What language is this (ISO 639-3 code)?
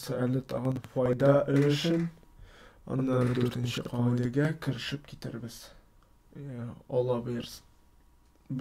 tat